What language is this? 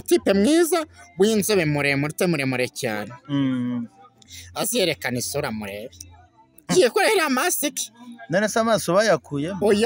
Kinyarwanda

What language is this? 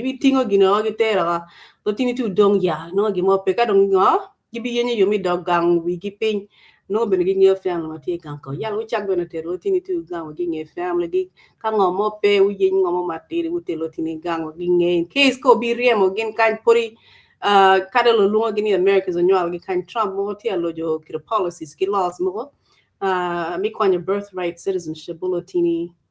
Acoli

